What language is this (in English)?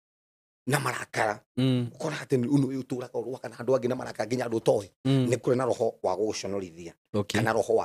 Kikuyu